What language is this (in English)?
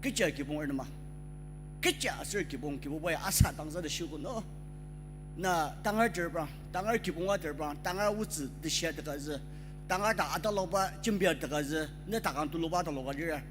Ao Naga